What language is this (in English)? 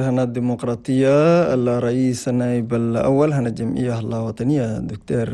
Chadian Arabic